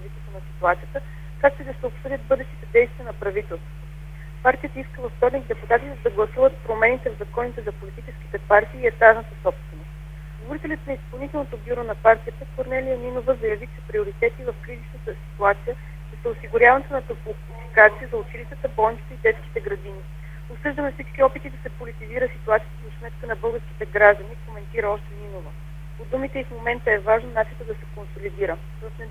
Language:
Bulgarian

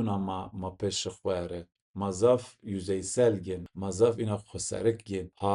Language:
Zaza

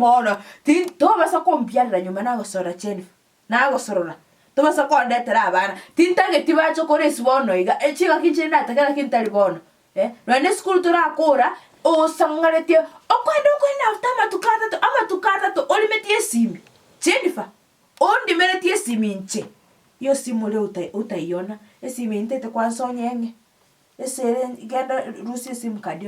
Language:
Gusii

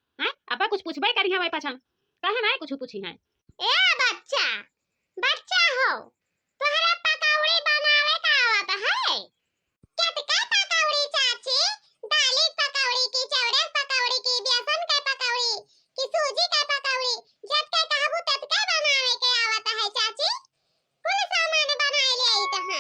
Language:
Awadhi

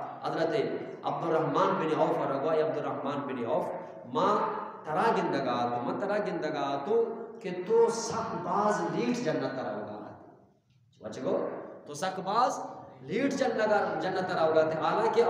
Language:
Eastern Balochi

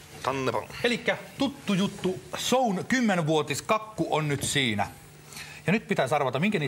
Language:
Finnish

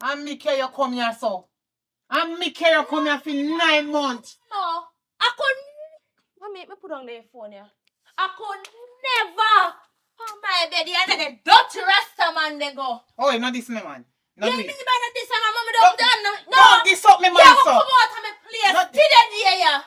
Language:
Jamaican Creole English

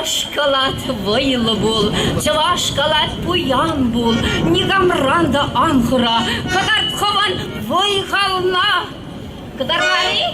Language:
Chuvash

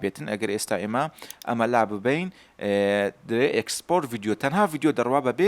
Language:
Central Kurdish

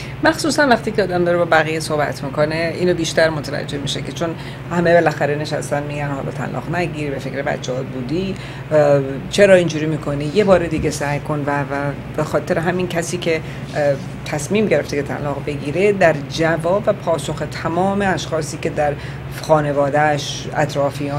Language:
Persian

